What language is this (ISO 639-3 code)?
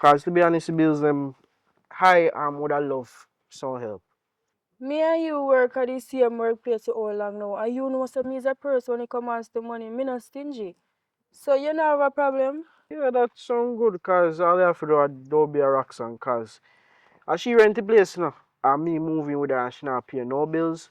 jam